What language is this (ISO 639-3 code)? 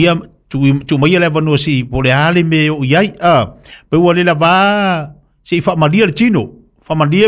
smo